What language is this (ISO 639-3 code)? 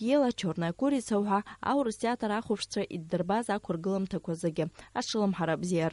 abk